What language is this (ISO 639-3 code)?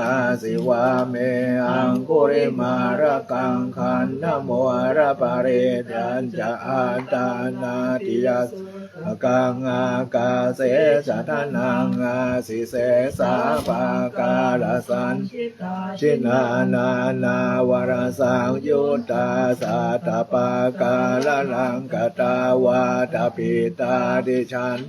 pli